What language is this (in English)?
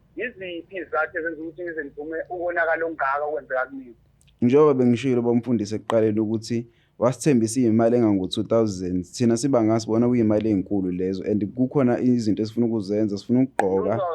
Zulu